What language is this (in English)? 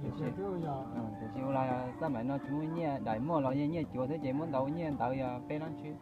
Hmong